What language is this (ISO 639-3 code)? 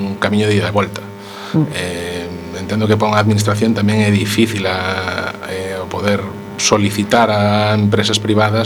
glg